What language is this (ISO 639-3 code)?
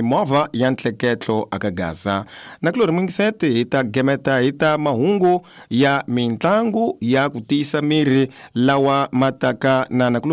tso